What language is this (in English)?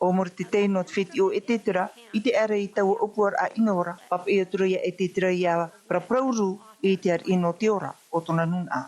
Tahitian